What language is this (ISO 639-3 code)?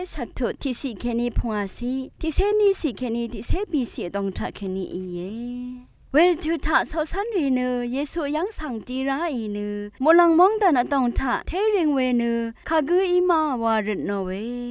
raw